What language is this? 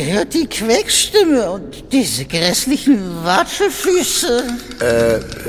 German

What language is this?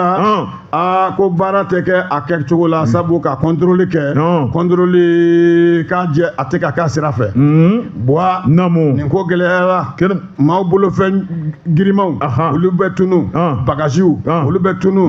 Bambara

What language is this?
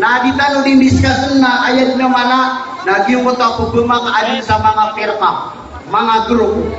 Maranao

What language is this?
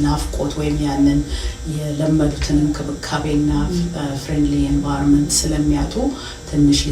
Amharic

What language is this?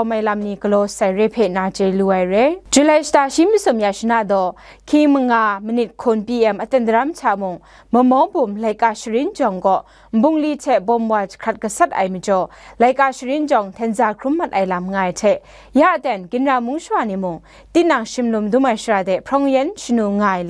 Kachin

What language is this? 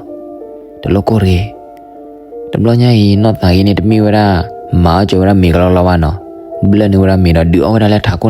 S'gaw Karen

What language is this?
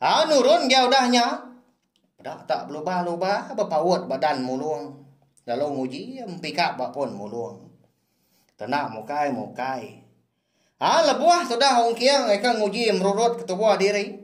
Iban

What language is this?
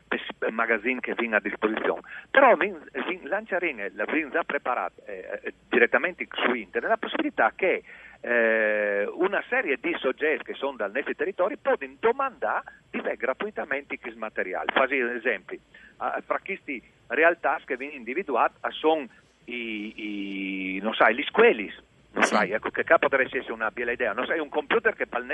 Friulian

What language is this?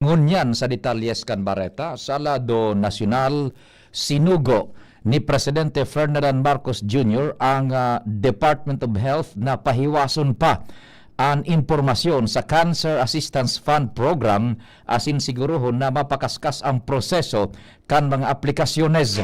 Bikol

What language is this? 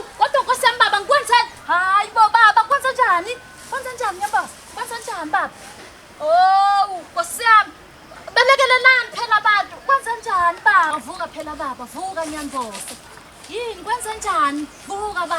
Zulu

